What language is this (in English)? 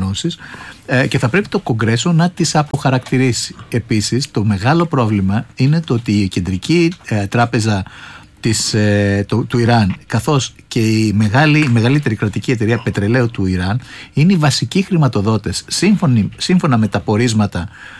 Greek